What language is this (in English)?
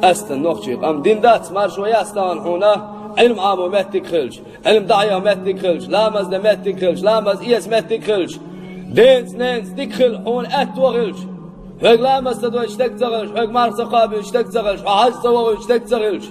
Chechen